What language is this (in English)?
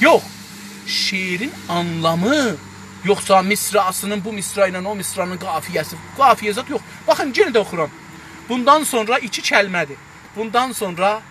South Azerbaijani